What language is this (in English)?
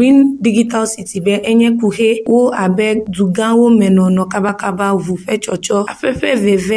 Ewe